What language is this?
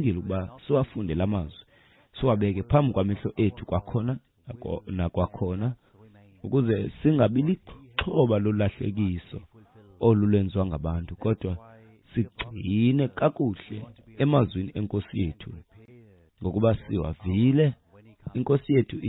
Xhosa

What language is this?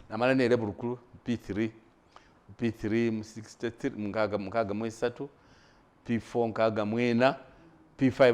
Masaaba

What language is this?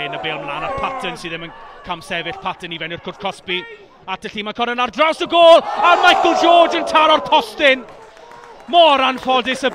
Welsh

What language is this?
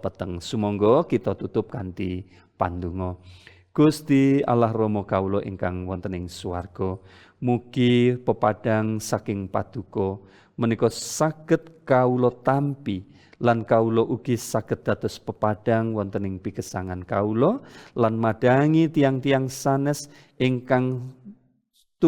Javanese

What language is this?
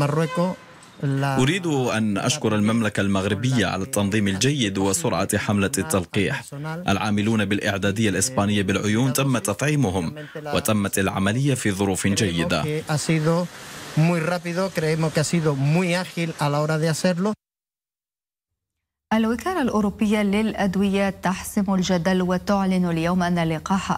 Arabic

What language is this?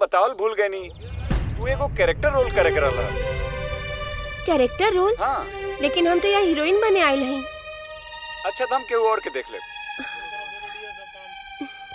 Bhojpuri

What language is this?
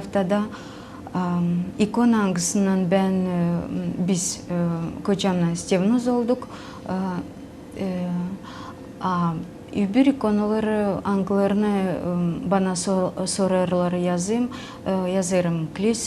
Gagauz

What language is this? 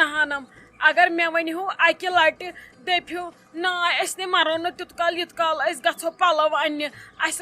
Kashmiri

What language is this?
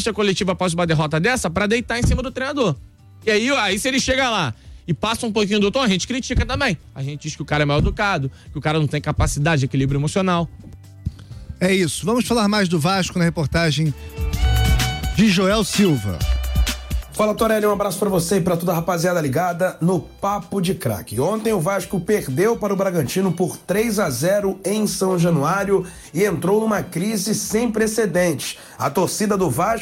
Portuguese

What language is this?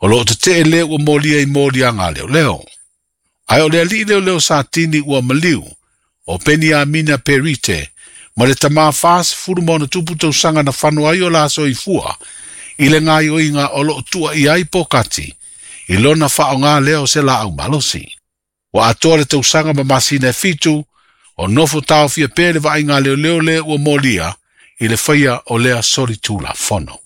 Samoan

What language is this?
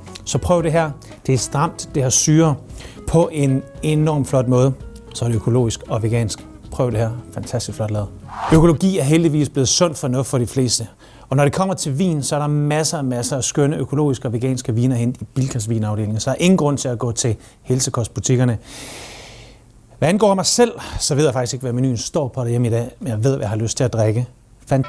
Danish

